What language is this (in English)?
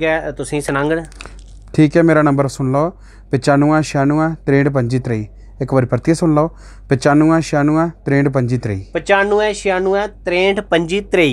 Dogri